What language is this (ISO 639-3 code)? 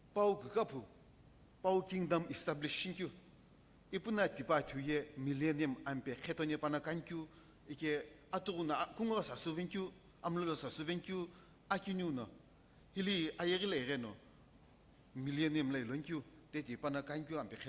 nsm